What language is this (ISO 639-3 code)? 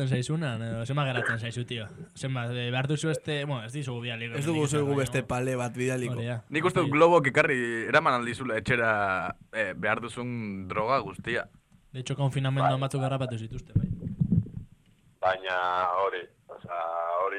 eus